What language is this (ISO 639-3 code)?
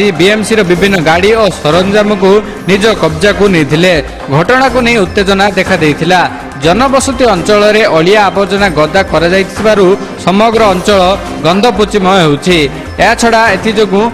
ori